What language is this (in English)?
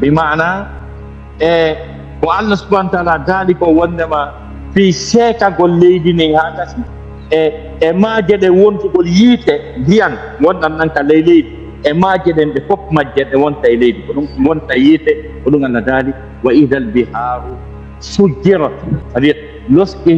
Fula